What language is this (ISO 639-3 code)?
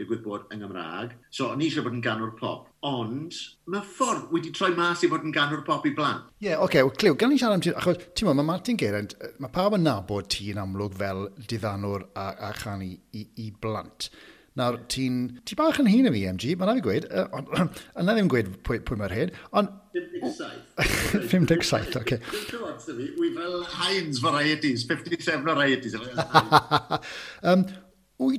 cym